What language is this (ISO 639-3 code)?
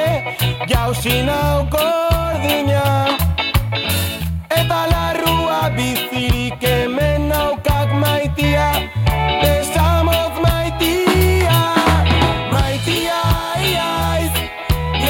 eus